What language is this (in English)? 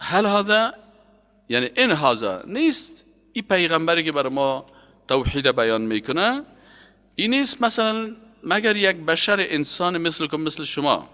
Persian